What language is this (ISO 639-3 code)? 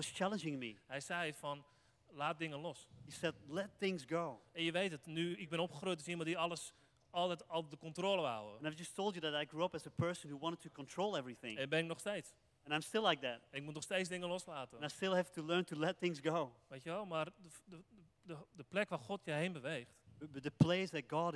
nld